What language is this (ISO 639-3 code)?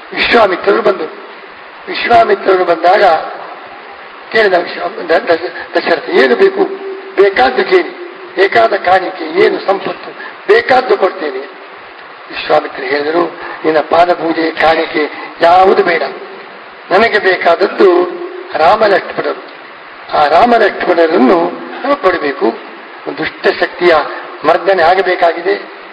kan